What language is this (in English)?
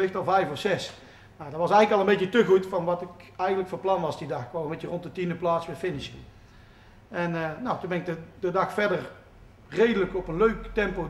Dutch